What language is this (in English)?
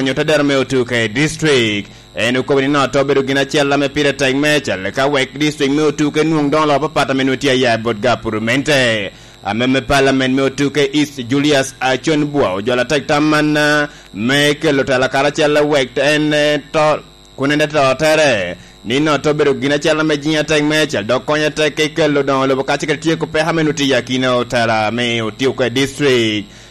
Lango (Uganda)